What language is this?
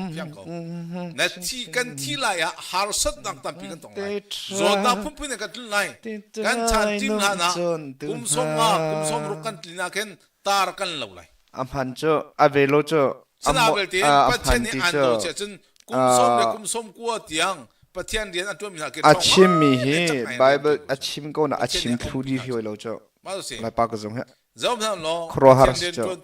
Hakha Chin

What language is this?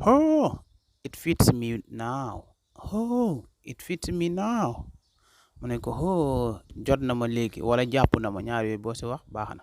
Wolof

